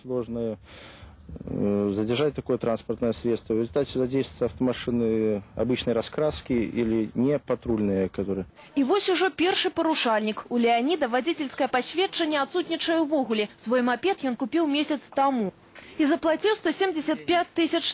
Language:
Belarusian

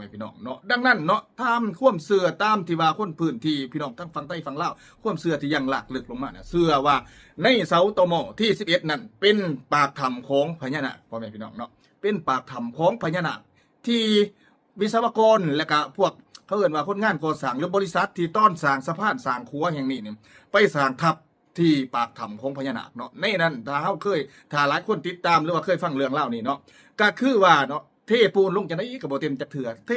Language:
Lao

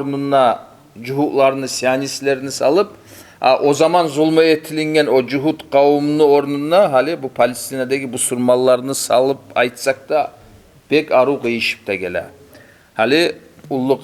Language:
Kumyk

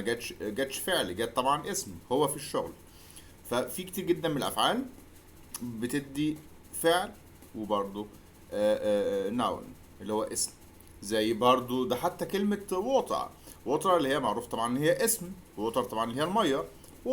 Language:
Egyptian Arabic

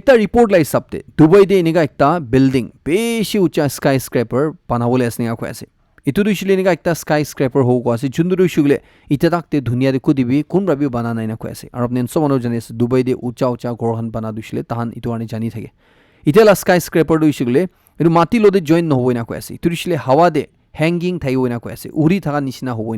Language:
Naga Pidgin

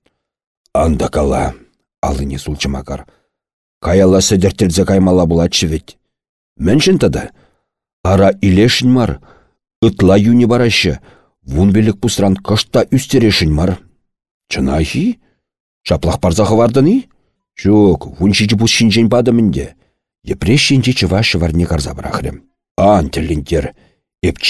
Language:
Chuvash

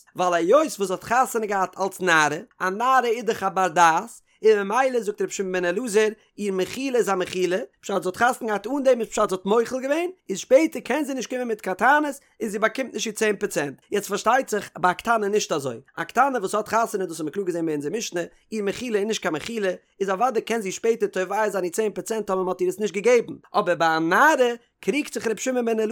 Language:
Yiddish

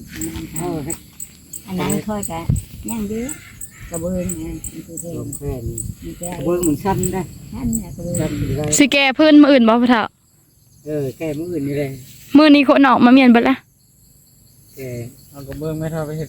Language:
Northeastern Thai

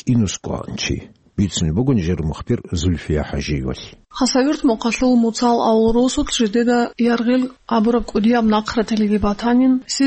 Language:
Avaric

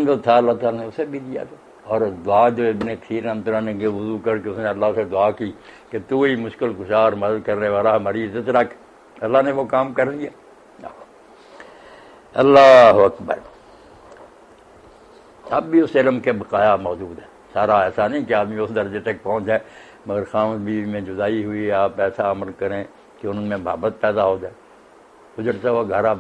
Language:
Urdu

